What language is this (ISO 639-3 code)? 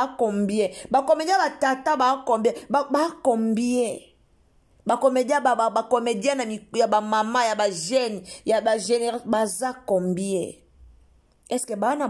lin